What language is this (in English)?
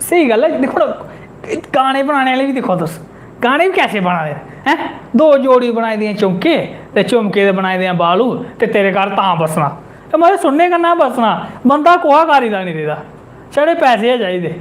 Dogri